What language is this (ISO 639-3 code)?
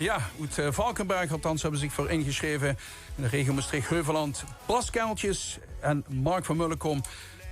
lim